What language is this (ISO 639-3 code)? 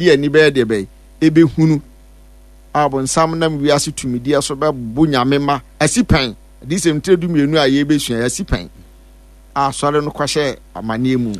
aka